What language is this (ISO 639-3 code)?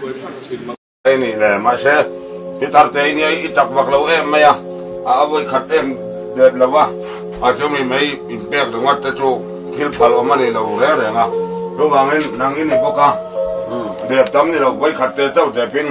lus